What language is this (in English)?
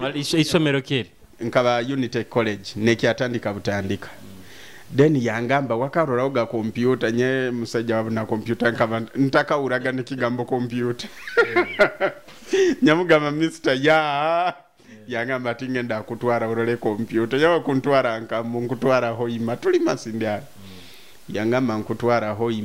Nyoro